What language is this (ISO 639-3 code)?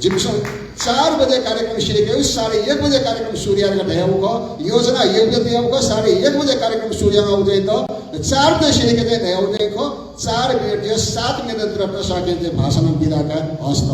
new